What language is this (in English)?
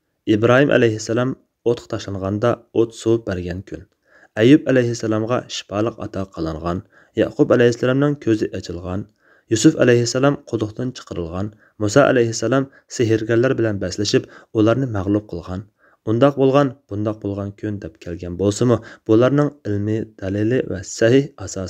Uyghur